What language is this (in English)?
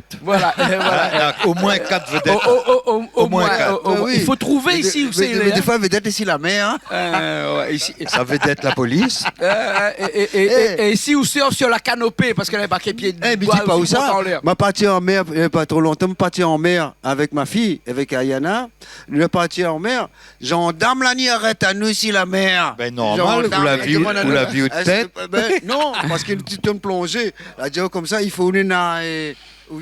Réunion Creole French